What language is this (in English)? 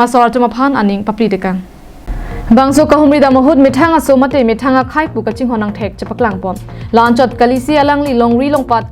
Karbi